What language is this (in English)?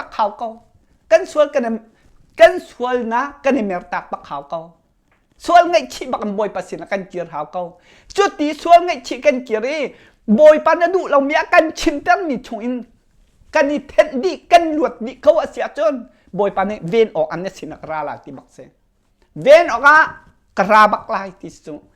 Hakha Chin